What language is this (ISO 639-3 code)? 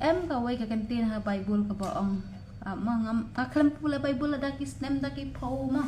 kha